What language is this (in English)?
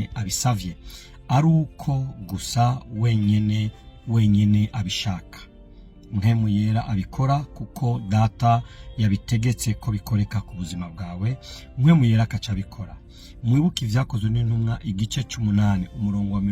Rundi